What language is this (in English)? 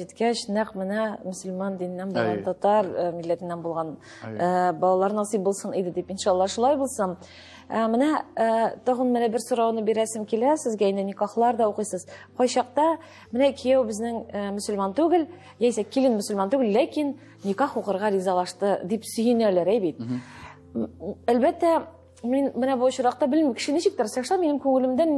Tatar